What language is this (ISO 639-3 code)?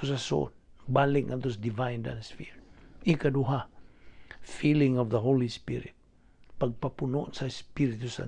ceb